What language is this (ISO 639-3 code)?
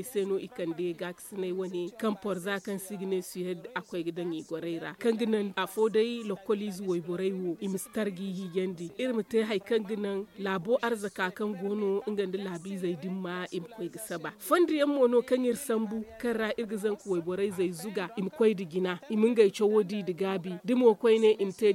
dje